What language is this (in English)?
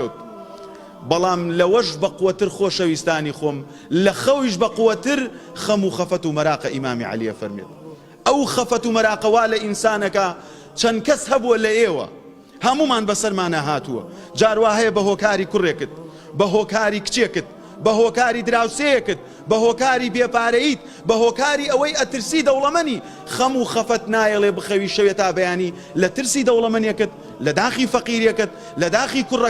Central Kurdish